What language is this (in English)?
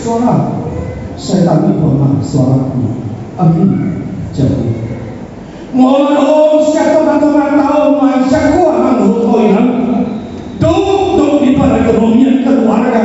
Batak Toba